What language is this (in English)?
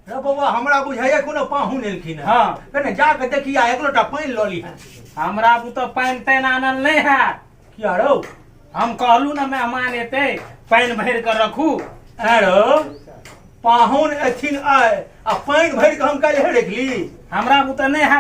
Maithili